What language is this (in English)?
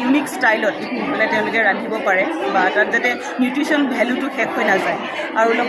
Assamese